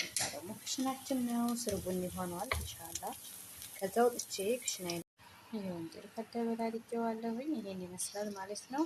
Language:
Amharic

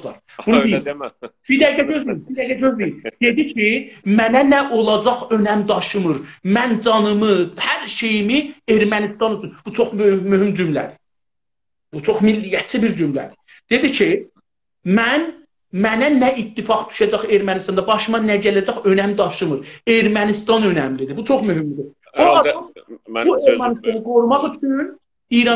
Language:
South Azerbaijani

